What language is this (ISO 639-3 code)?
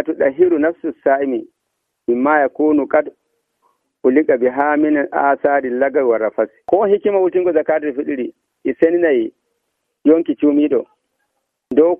fuv